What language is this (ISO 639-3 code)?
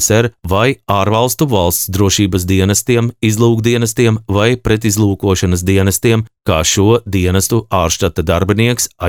lav